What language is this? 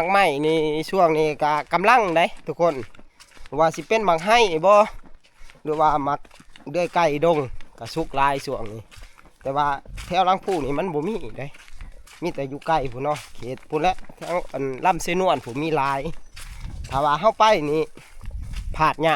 Northeastern Thai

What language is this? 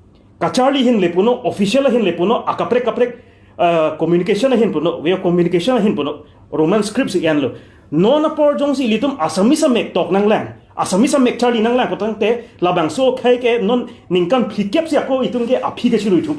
Karbi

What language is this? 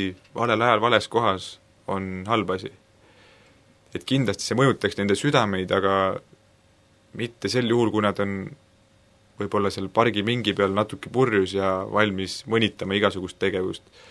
Estonian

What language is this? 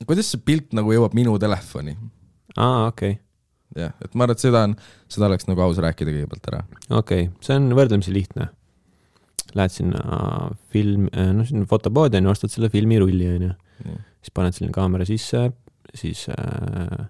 Estonian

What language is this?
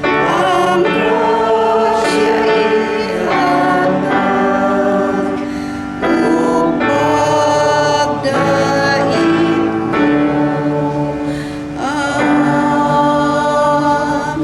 Cebuano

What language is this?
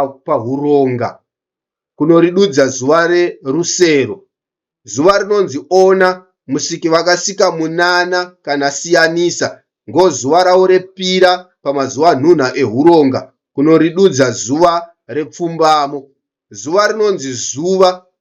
Shona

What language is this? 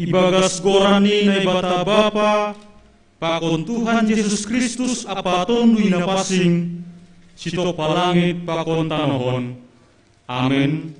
Batak Simalungun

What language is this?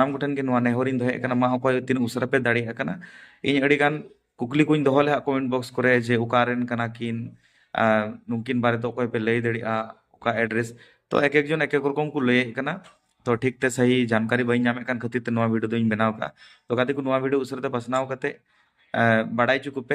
Santali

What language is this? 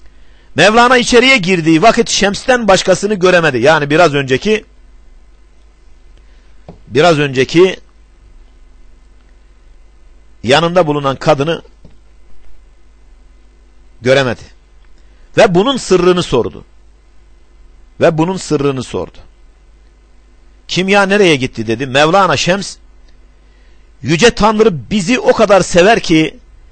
Turkish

